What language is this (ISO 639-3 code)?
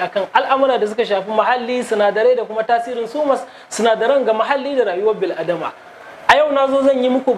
hau